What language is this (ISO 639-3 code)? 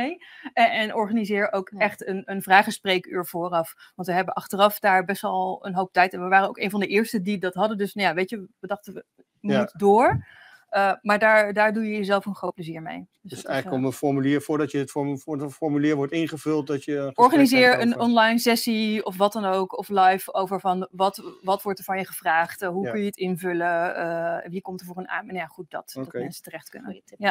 nld